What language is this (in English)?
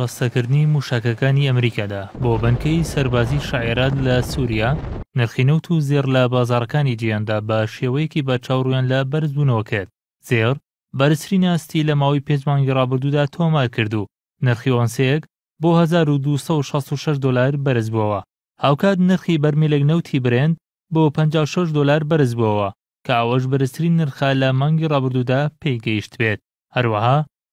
Central Kurdish